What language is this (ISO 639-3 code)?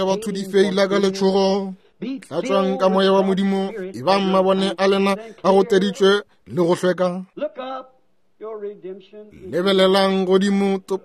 nso